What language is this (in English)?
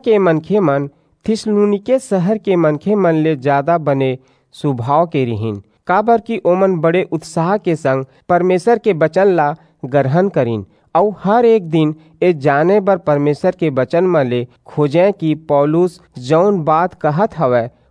Chhattisgarhi